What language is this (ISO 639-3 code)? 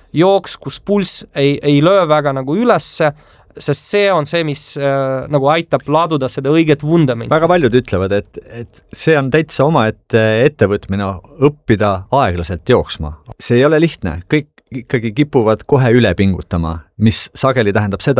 est